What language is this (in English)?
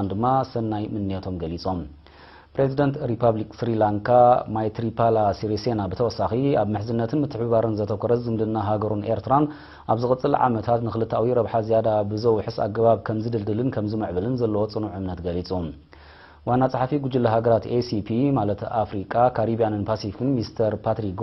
Tigrinya